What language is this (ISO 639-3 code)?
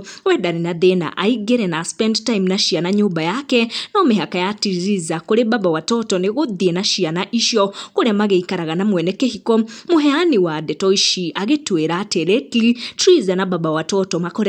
kik